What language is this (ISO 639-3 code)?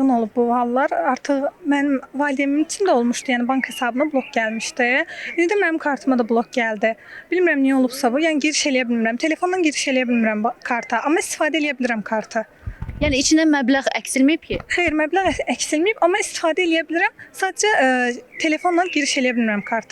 aze